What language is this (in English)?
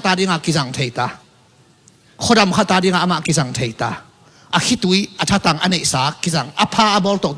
Tedim Chin